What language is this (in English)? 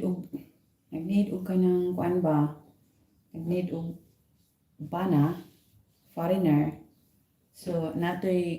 Cebuano